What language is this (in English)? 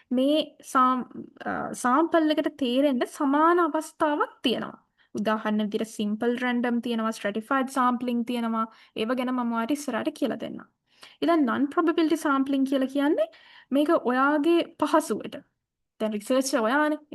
Sinhala